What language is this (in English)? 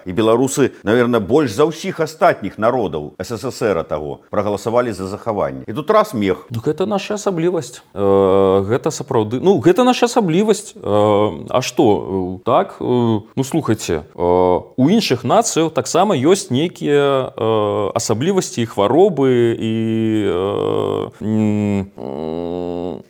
Belarusian